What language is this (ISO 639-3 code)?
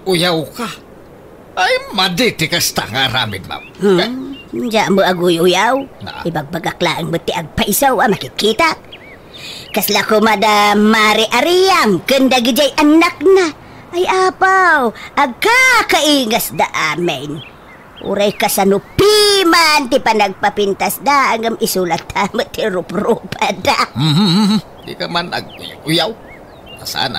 ilo